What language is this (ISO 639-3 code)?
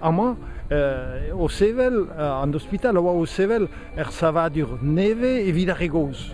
bre